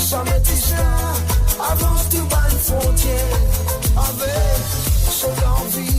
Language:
Morisyen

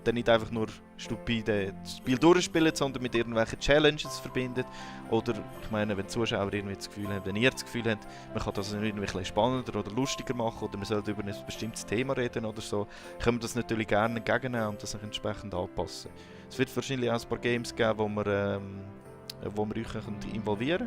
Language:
Swiss German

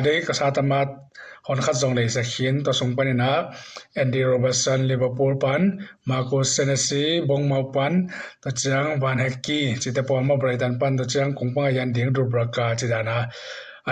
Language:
Tedim Chin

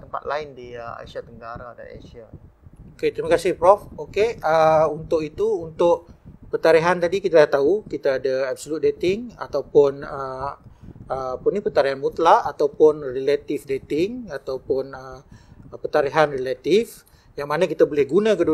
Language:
Malay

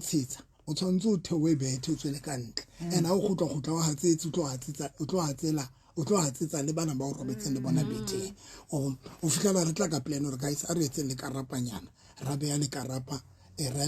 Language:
Southern Sotho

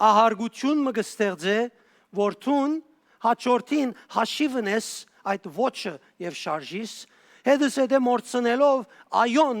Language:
Western Armenian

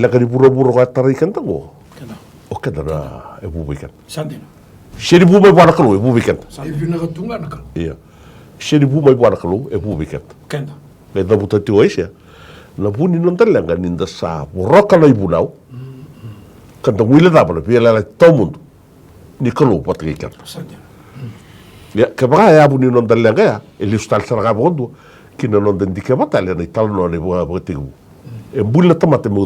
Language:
Fijian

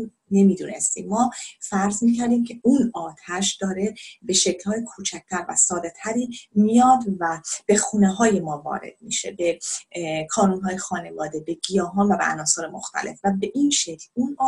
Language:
Persian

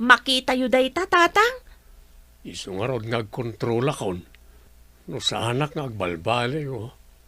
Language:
Iloko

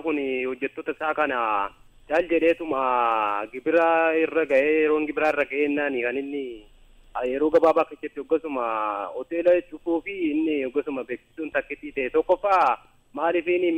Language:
Oromo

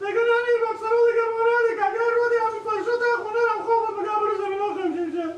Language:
Persian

